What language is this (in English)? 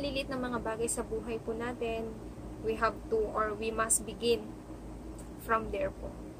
Filipino